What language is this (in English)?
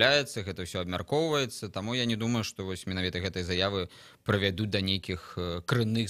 Belarusian